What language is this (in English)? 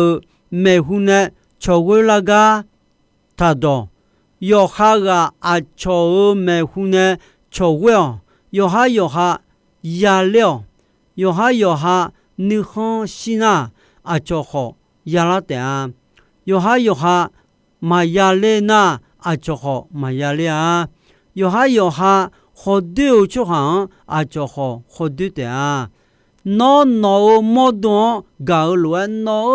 Akha